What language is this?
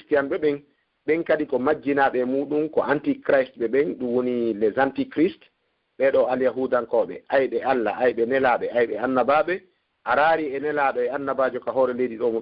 Fula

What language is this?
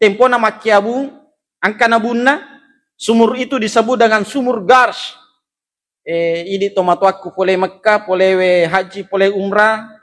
Buginese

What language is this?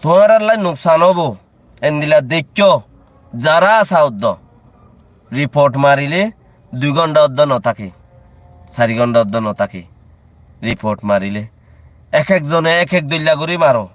Rohingya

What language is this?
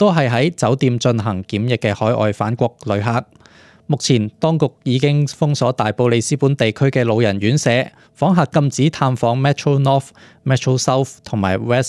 Cantonese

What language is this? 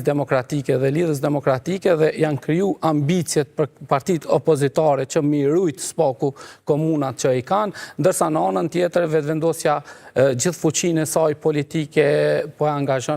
Albanian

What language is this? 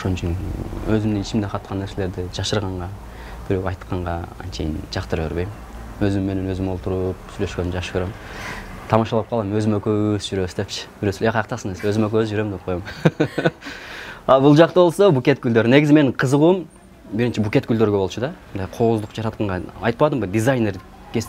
Kyrgyz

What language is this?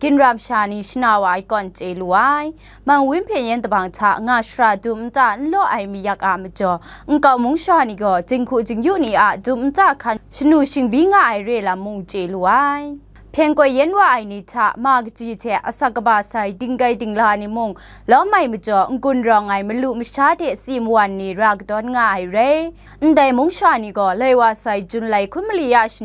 Kachin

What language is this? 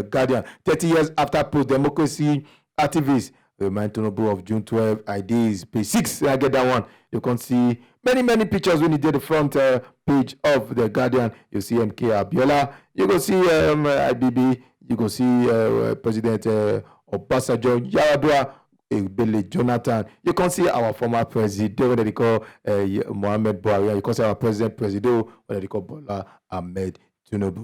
Nigerian Pidgin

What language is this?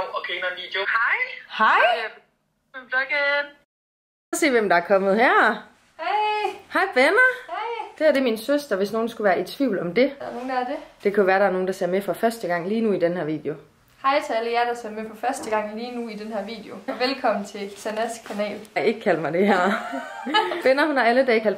Danish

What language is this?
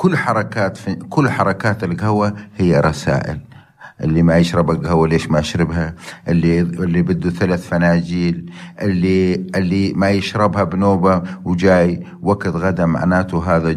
North Levantine Arabic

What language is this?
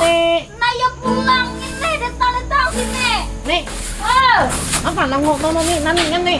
Banjar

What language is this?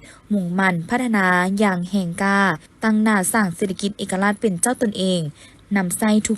Lao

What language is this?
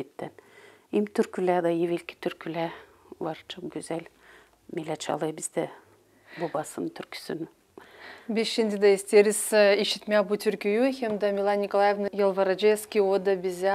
Gagauz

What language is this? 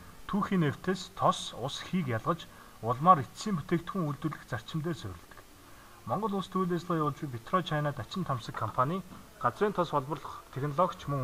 Mongolian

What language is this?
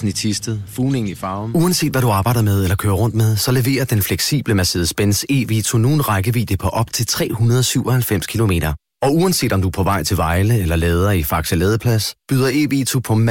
Danish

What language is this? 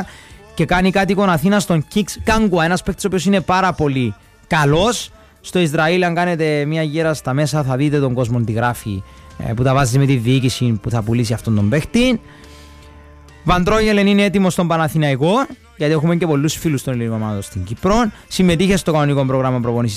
Greek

